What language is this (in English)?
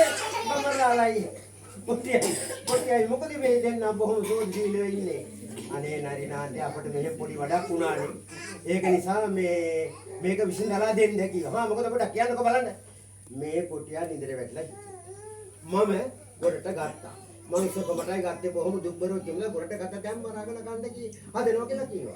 Sinhala